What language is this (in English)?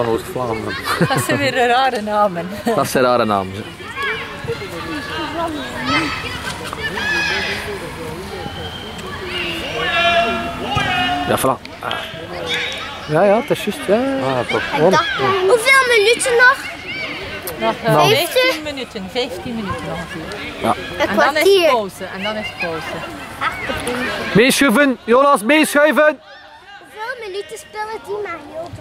Dutch